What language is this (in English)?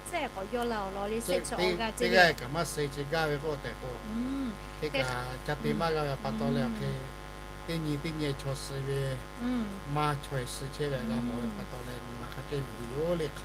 Lahu